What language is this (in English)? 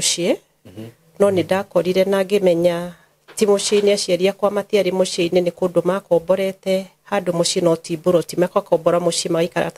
Kikuyu